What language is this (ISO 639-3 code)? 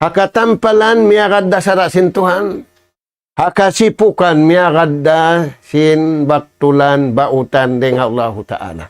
tsg